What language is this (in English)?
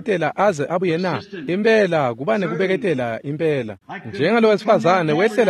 Swati